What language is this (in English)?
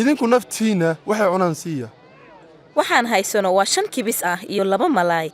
Somali